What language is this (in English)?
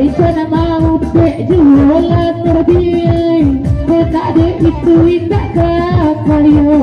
Minangkabau